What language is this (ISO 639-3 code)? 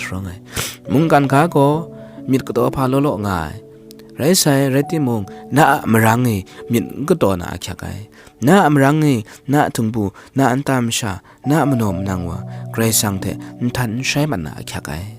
kac